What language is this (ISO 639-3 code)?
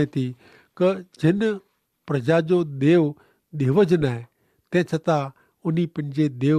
kfr